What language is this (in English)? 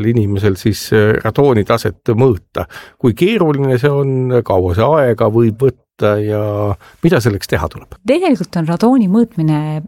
Estonian